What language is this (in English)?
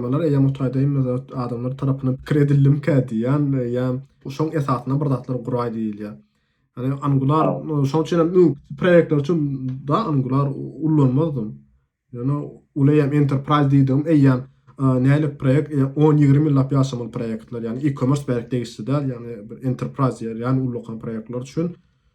Turkmen